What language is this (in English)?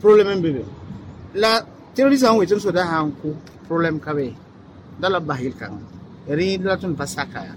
Mossi